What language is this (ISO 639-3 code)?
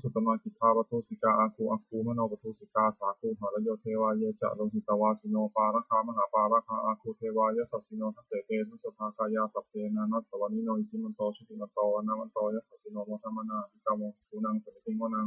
pli